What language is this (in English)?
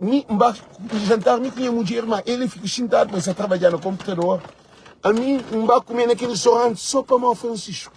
Kabuverdianu